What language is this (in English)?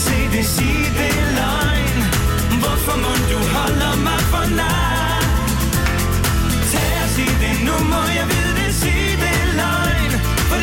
Danish